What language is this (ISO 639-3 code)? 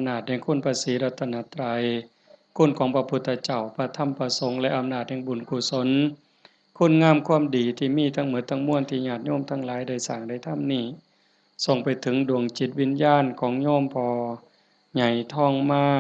tts